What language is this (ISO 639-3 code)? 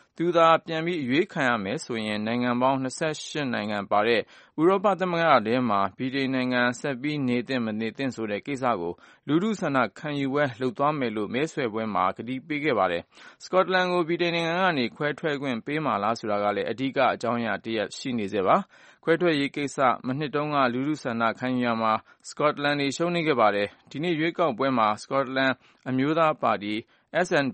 mya